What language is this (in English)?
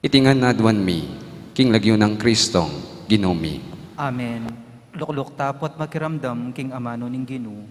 Pampanga